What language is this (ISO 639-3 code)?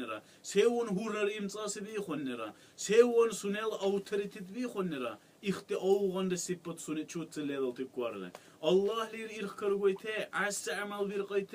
dar